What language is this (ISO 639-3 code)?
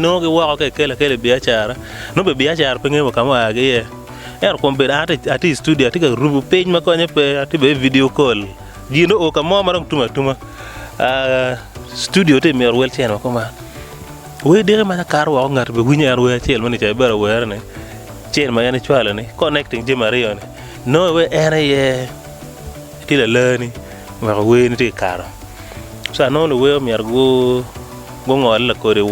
ach